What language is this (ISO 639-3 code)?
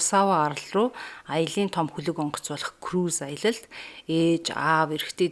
mon